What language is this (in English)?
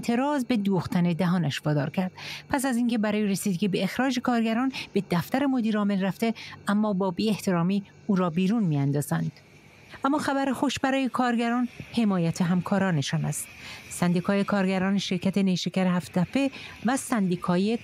Persian